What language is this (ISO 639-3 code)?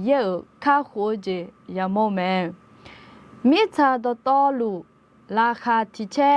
ahk